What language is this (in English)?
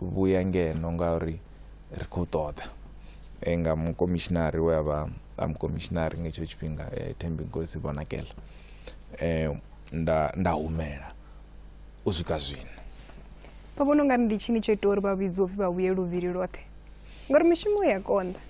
Venda